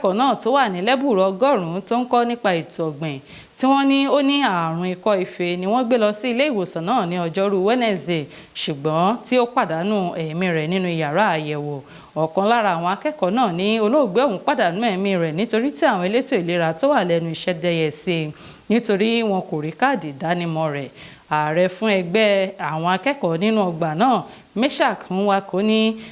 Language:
Yoruba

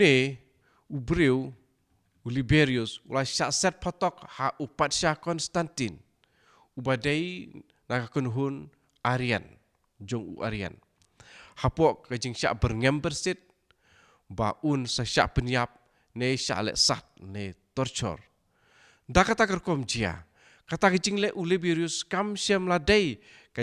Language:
Khasi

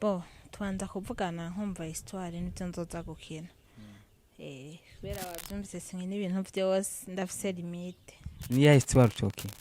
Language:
Rundi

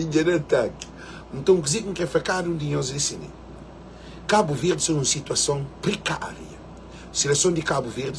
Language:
Kabuverdianu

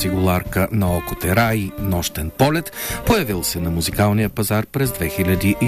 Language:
Bulgarian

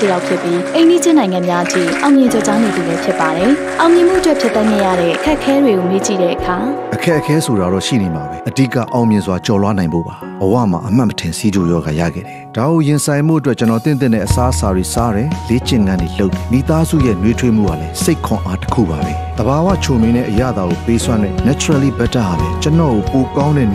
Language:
Burmese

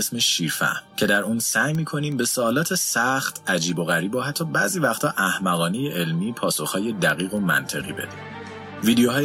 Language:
Persian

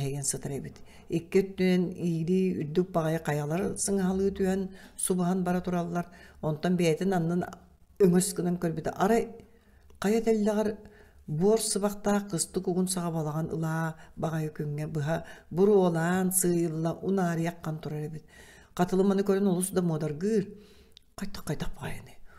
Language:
Yakut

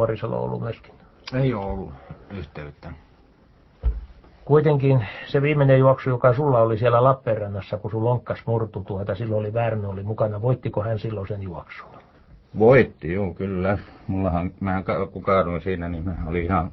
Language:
Finnish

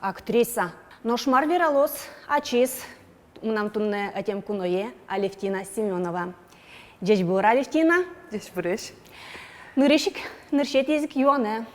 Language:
Udmurt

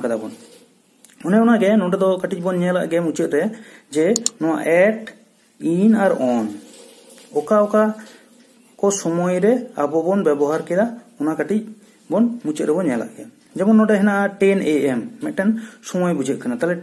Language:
Santali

